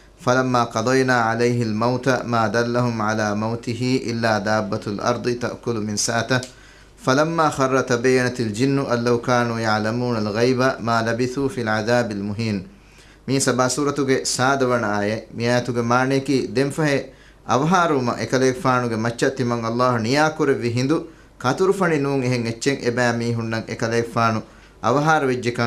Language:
Divehi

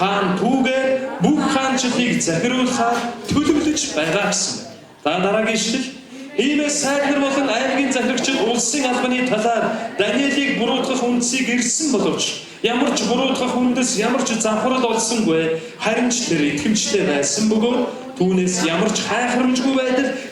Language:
Mongolian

